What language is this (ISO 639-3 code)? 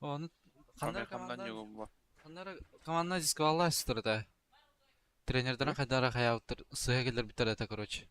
sah